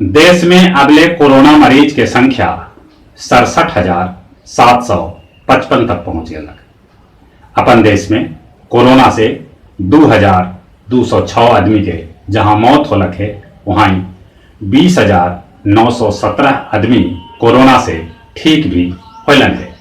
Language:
Magahi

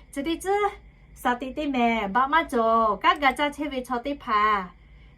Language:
Lahu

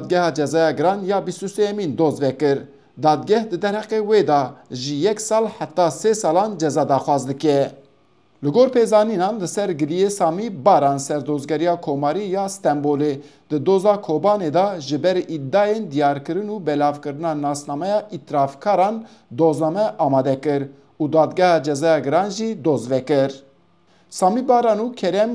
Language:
Kurdish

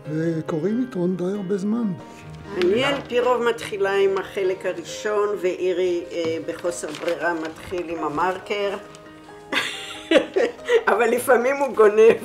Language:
Hebrew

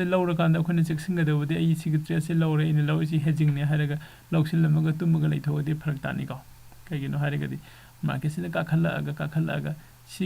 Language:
Manipuri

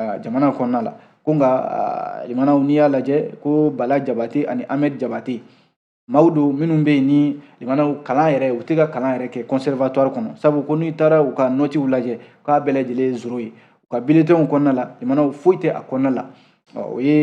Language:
Bambara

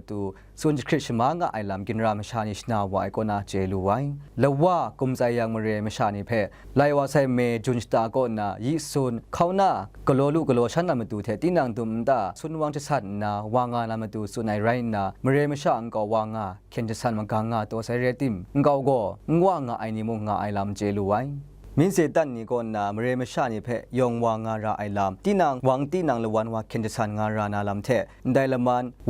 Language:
Kachin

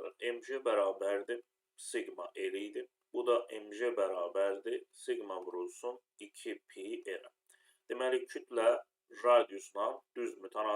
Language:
Azerbaijani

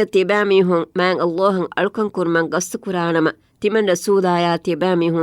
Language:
Divehi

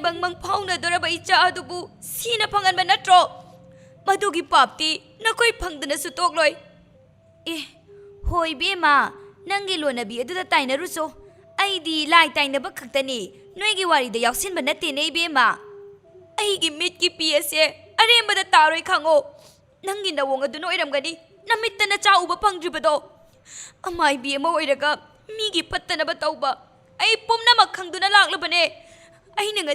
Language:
Manipuri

